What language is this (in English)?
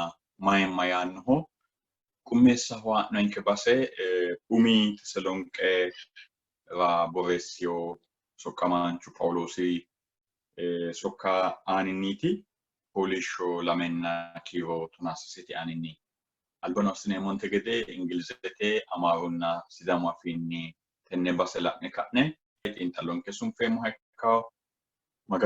Sidamo